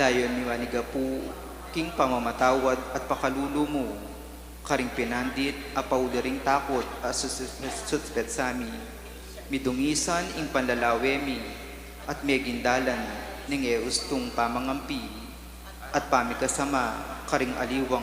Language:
Pampanga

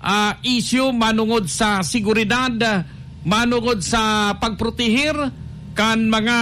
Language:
Bikol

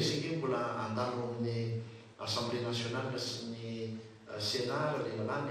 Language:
Malagasy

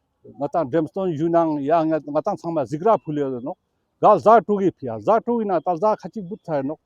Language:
Ladakhi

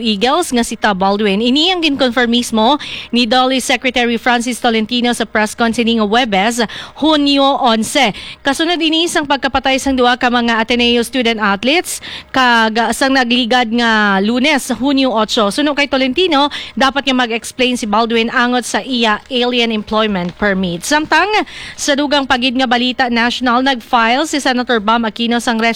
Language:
Hiligaynon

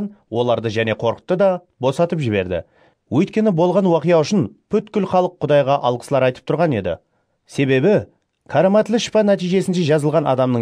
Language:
Kara-Kalpak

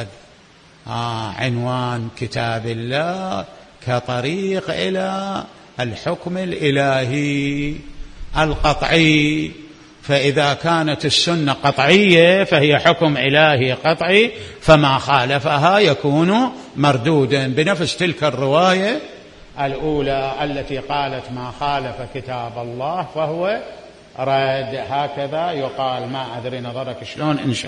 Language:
Mesopotamian Arabic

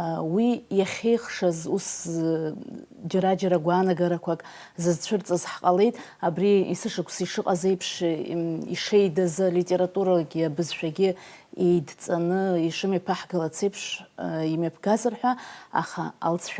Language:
Abkhazian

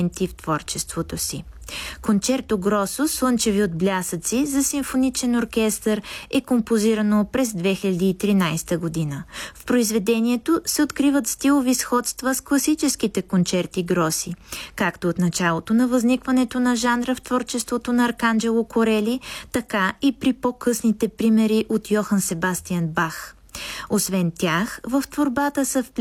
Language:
Bulgarian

